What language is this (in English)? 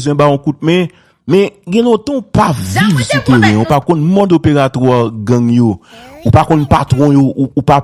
Haitian Creole